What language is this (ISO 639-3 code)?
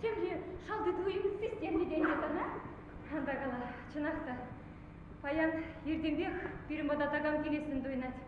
chv